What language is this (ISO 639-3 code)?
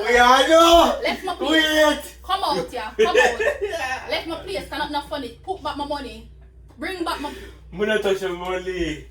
jam